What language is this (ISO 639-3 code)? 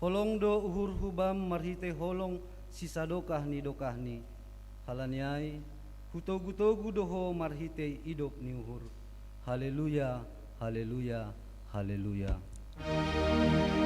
bts